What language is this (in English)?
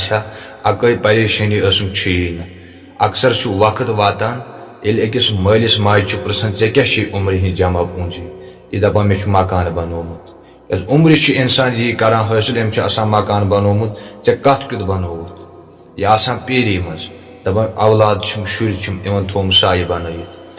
Kashmiri